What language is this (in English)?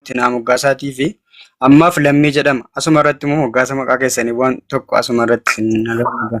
Oromo